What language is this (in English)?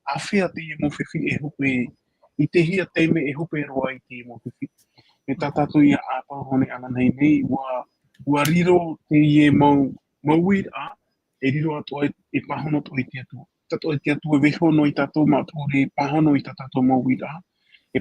Tahitian